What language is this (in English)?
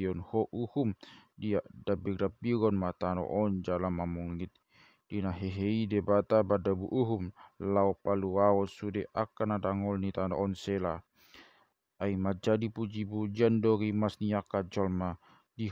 Batak Toba